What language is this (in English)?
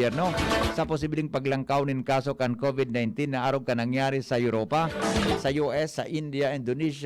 Bikol